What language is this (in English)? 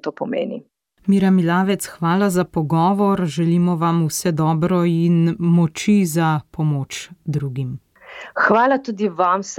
Slovenian